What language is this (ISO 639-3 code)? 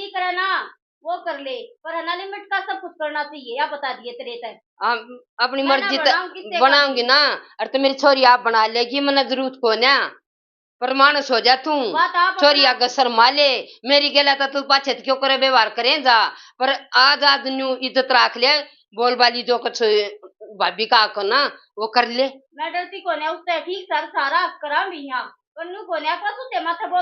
bgc